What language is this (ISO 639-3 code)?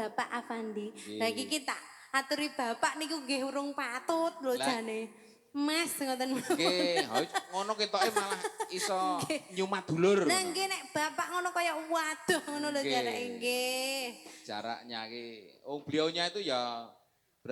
jav